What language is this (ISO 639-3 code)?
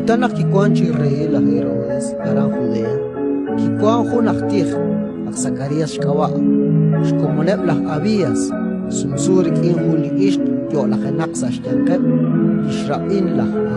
kek